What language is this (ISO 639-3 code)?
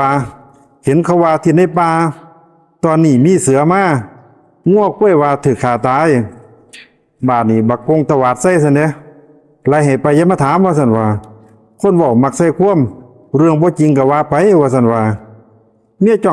lao